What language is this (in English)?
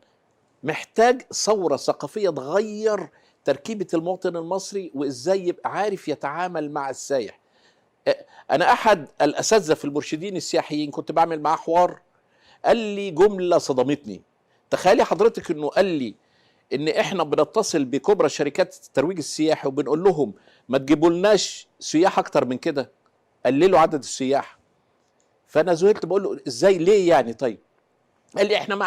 Egyptian Arabic